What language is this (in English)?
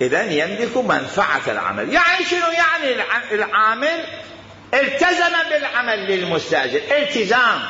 Mesopotamian Arabic